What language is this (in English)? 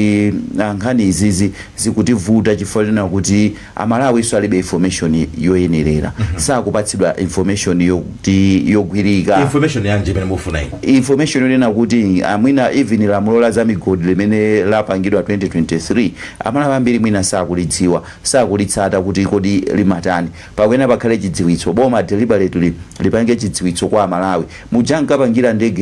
Nyanja